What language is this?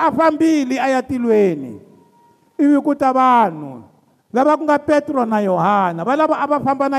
Tsonga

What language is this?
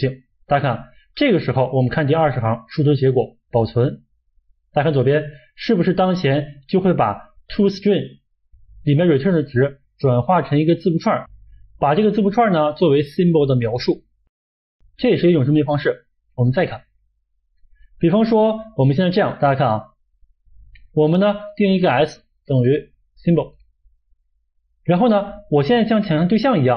Chinese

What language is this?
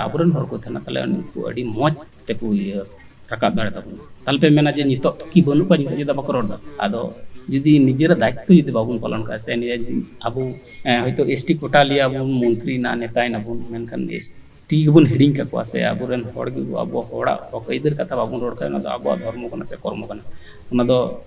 Santali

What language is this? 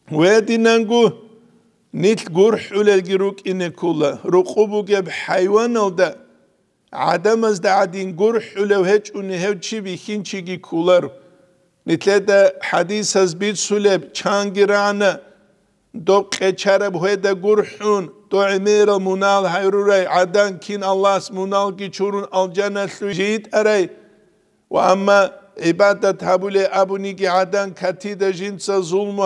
Avaric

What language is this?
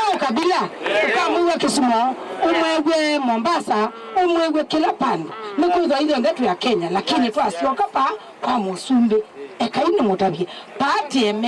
Kamba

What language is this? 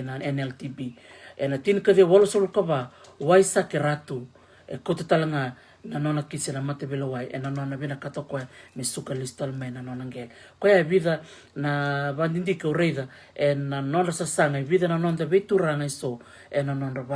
Fijian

